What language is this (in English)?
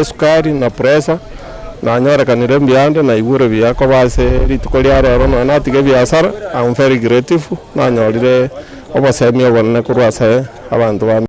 Gusii